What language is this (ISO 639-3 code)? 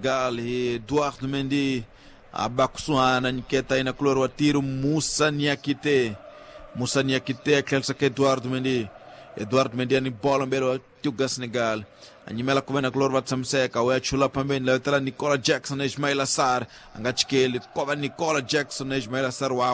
tso